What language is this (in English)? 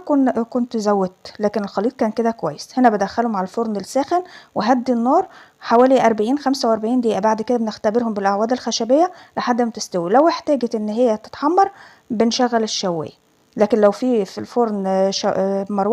Egyptian Arabic